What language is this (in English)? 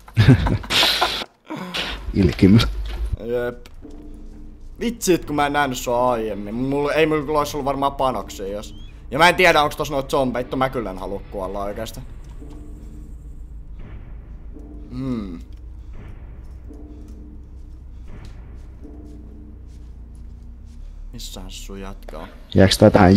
Finnish